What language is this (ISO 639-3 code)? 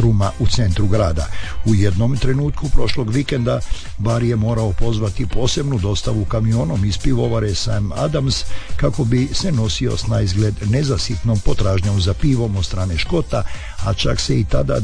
hrv